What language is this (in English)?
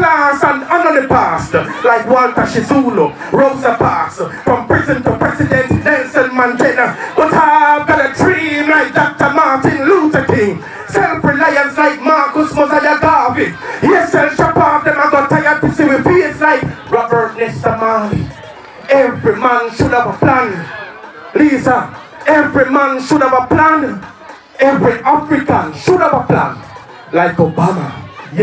Jamaican Creole English